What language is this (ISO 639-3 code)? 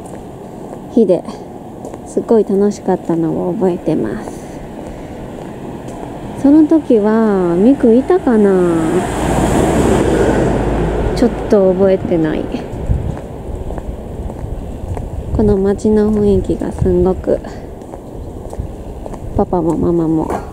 jpn